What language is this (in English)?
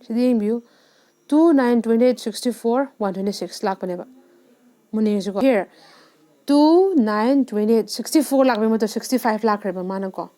Manipuri